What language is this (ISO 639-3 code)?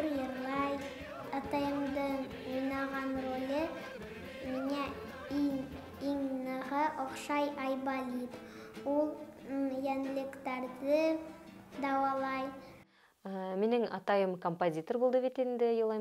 bak